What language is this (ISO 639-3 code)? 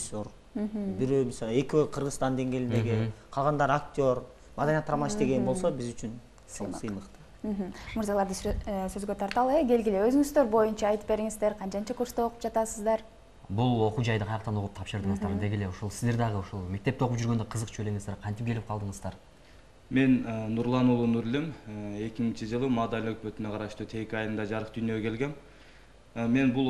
kir